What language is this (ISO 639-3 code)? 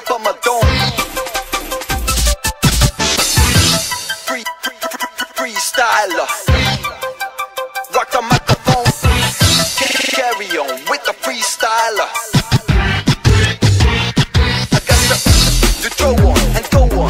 eng